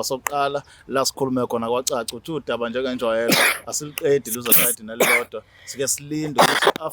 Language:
Zulu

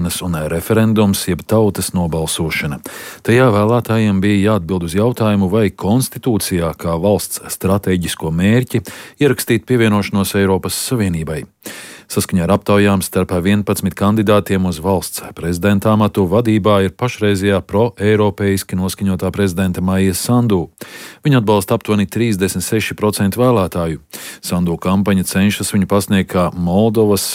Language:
Latvian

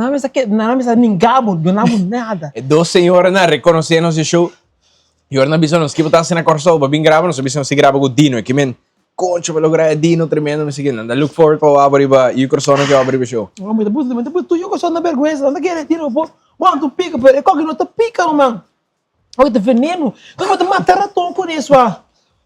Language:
Papiamento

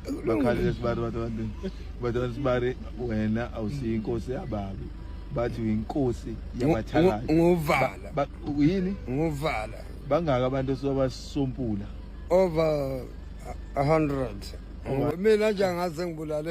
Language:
Zulu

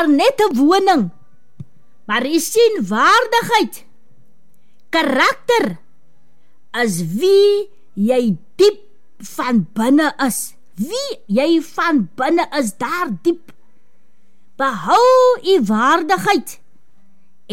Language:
Afrikaans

